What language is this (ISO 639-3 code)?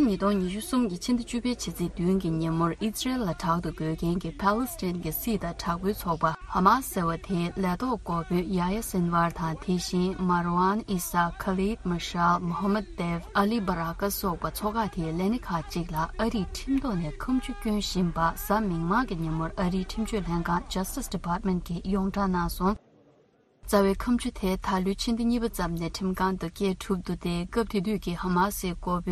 bod